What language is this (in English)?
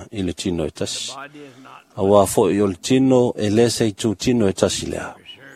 Samoan